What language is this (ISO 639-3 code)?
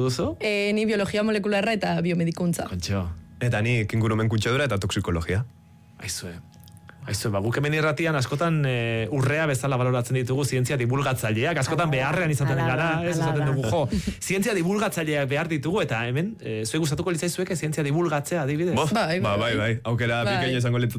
eus